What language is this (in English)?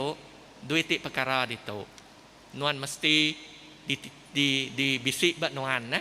Iban